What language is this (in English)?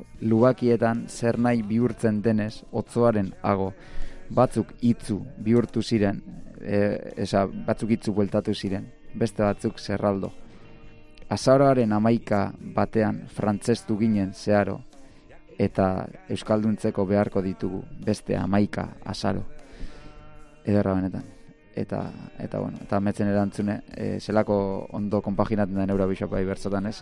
Basque